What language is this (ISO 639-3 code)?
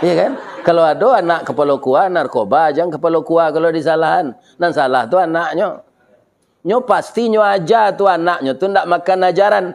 min